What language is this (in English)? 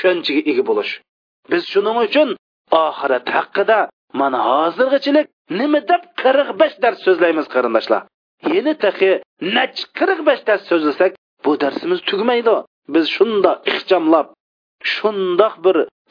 Uyghur